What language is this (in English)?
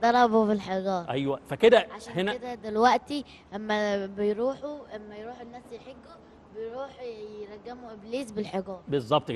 Egyptian Arabic